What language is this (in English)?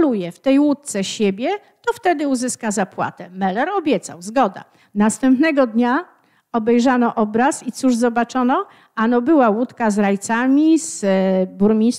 Polish